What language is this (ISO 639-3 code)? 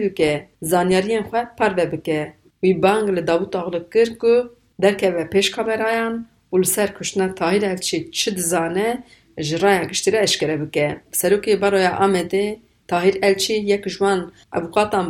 kur